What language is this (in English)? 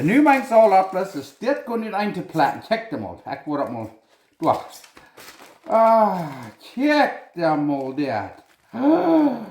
Plautdietsch